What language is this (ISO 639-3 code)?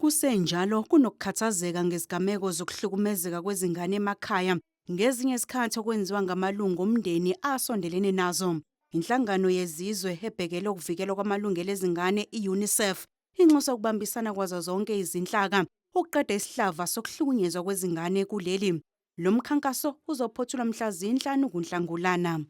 zul